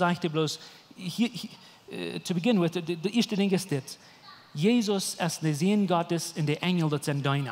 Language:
Plautdietsch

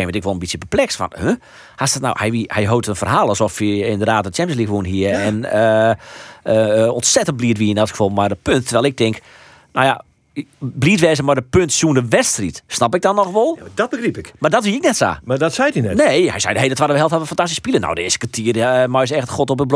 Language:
Western Frisian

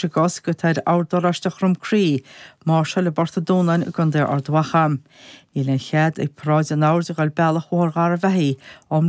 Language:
Irish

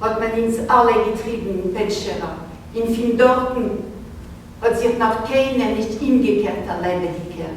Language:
Yiddish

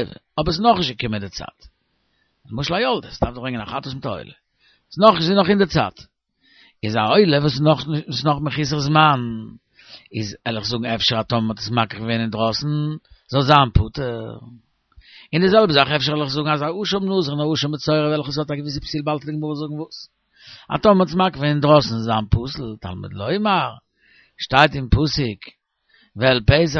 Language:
Yiddish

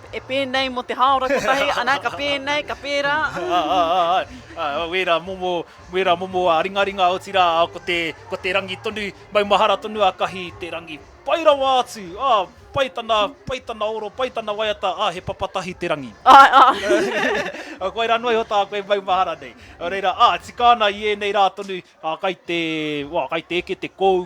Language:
Māori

